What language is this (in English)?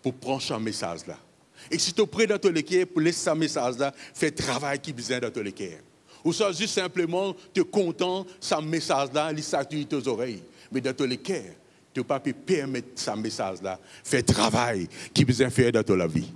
Morisyen